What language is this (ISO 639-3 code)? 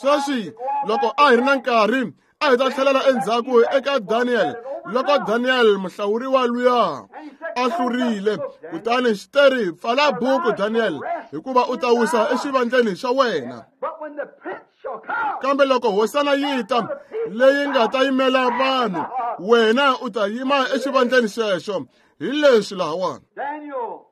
tso